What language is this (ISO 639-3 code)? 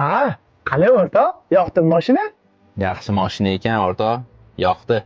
uzb